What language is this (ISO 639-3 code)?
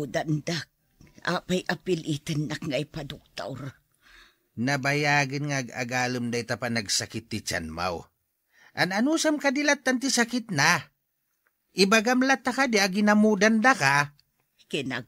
ilo